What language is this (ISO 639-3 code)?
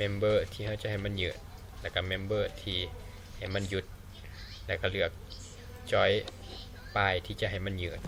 lao